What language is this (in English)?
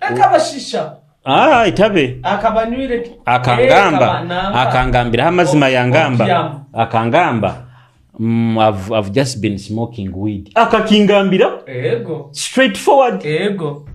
Nyoro